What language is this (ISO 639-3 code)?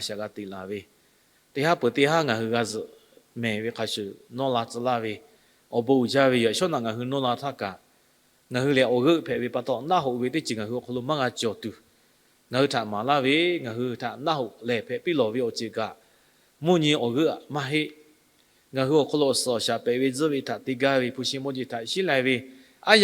lhu